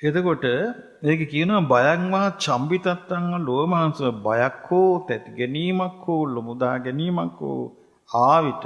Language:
Sinhala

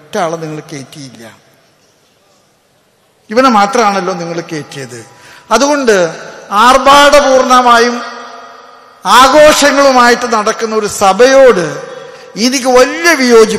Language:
Malayalam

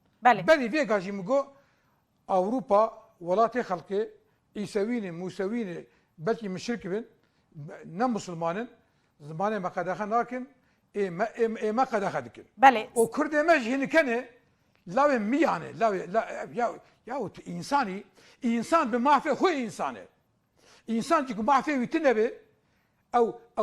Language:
Kurdish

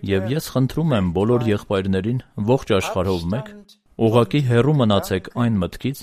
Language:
Armenian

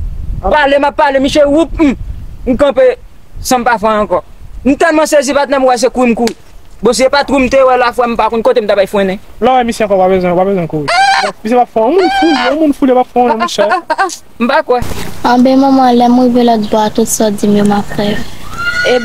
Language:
Haitian Creole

